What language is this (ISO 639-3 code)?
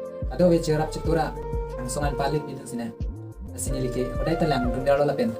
mjw